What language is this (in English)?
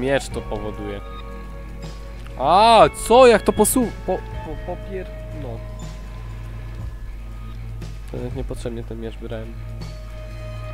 Polish